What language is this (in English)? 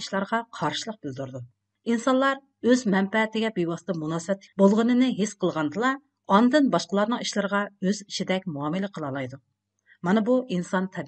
Uyghur